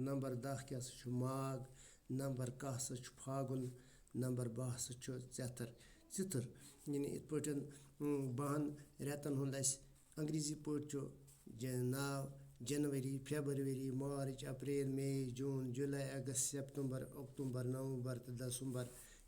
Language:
Kashmiri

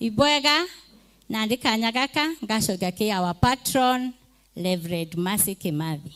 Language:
Meru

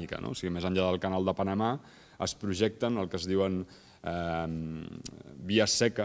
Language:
Catalan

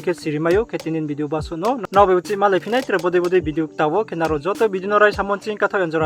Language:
Riang (India)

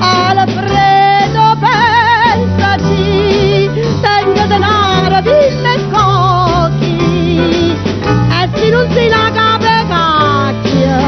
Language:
Neapolitan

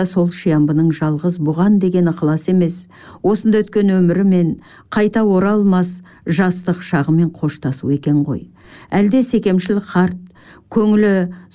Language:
Kazakh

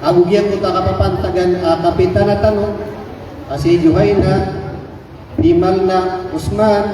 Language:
Maranao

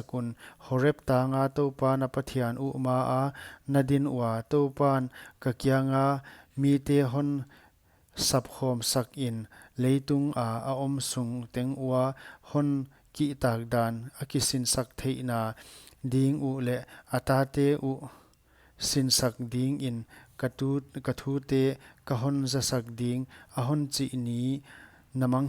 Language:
Paite Chin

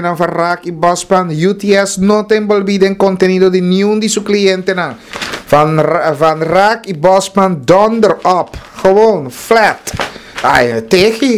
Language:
Papiamento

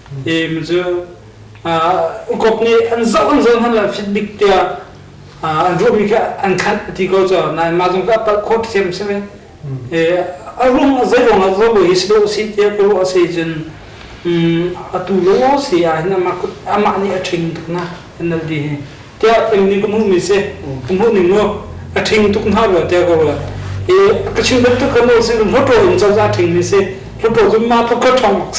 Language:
Hakha Chin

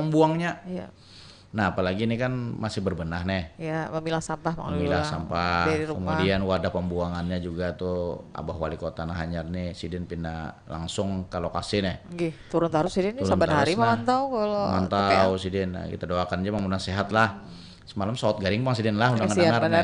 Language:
Banjar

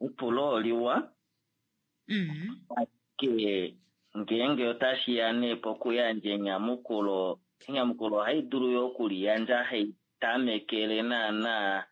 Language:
Kuanyama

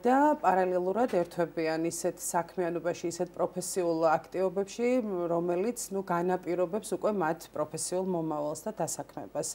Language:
Georgian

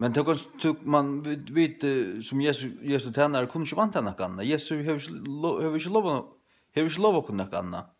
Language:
Faroese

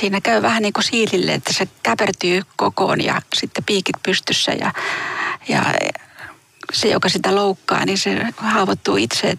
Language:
Finnish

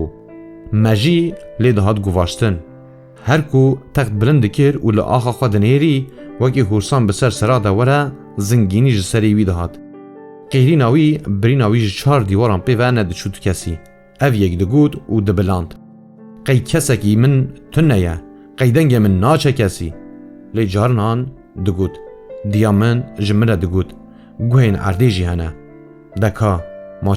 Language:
Kurdish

